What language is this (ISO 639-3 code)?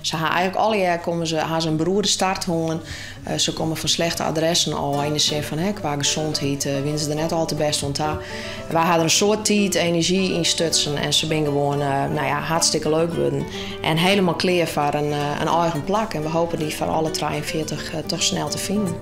fry